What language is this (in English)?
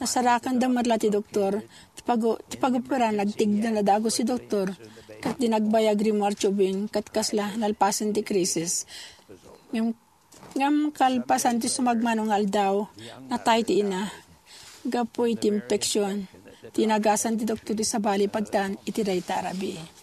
Iloko